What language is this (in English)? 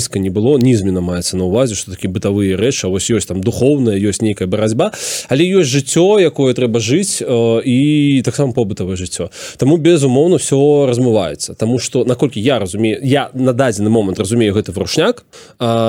Belarusian